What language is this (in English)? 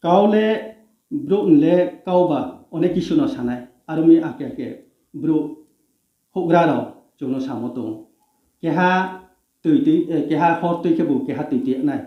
Riang (India)